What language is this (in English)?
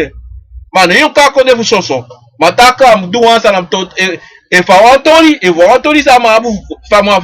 Sranan Tongo